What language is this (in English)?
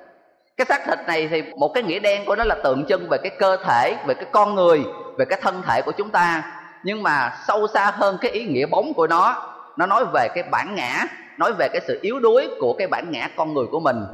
Vietnamese